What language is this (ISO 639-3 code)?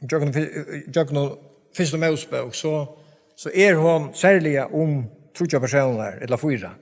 fao